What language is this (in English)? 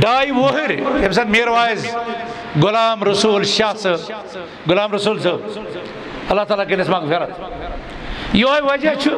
Kashmiri